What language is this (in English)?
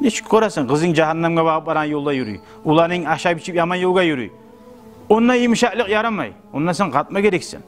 Kumyk